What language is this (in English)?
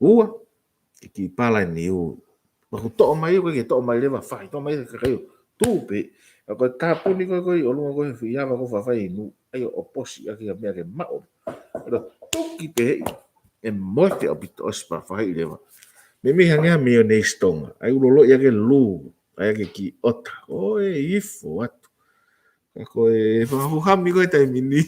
Tongan